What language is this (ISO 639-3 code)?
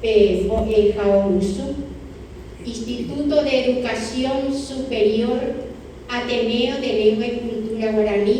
grn